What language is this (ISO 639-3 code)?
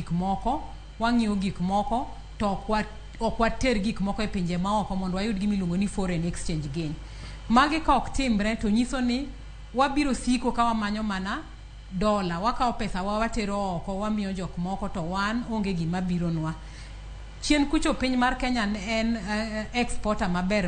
luo